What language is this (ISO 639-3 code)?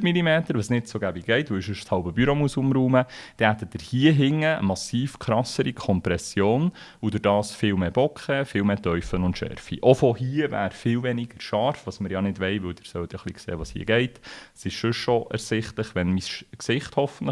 gsw